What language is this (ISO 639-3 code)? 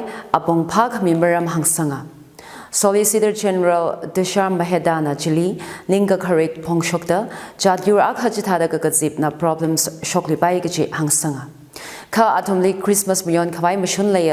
nmf